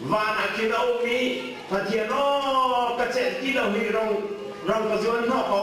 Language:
Hakha Chin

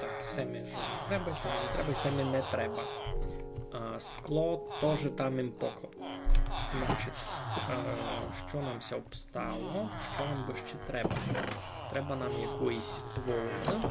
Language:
Rusyn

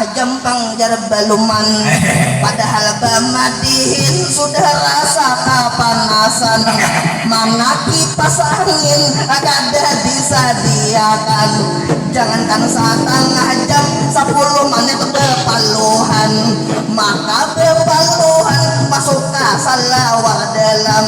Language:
Banjar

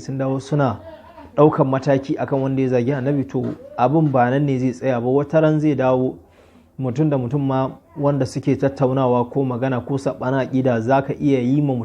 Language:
Hausa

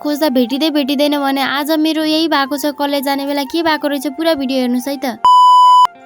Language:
Nepali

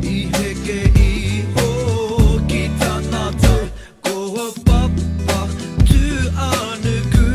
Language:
Māori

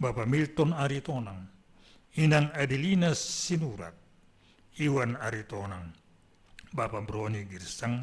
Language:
Batak Simalungun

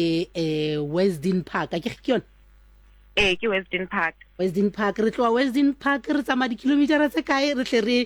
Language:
Southern Sotho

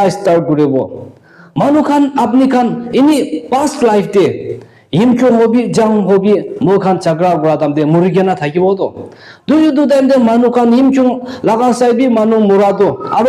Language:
Naga Pidgin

